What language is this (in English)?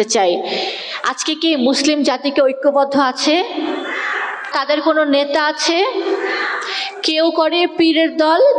Bangla